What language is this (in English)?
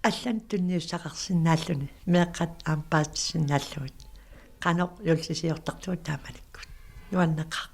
Kalaallisut